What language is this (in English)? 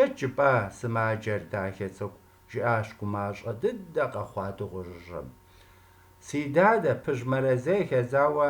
Kabardian